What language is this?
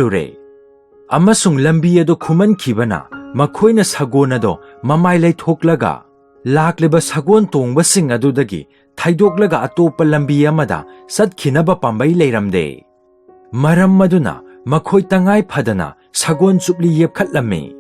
Manipuri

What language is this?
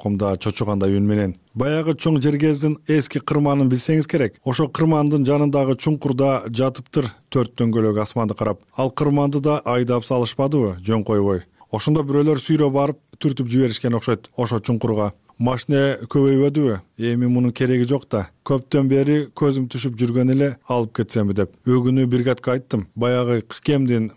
Kyrgyz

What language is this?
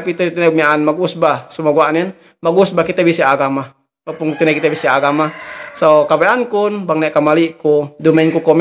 Yakan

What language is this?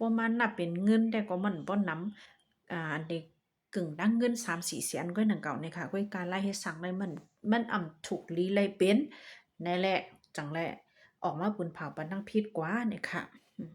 Shan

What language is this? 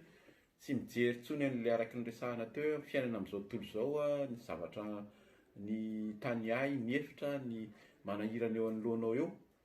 Malagasy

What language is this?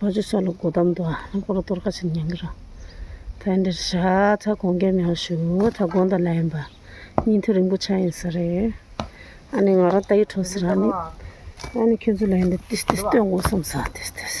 Tibetan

